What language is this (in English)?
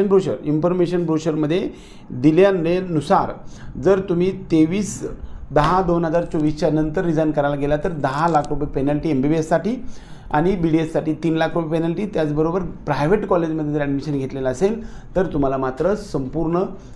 Marathi